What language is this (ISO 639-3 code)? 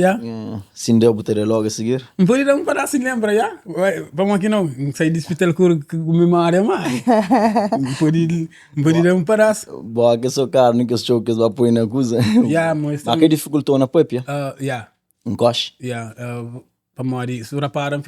kea